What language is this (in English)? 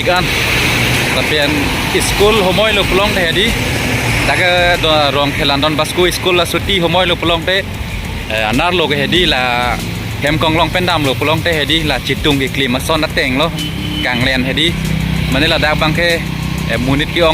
Karbi